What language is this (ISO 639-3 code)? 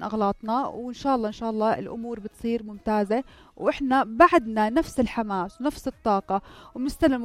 apc